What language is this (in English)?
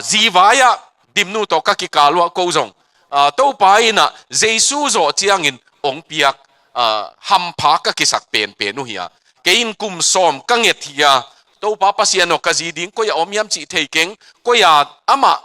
Tedim Chin